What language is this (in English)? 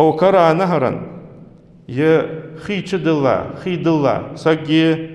Ingush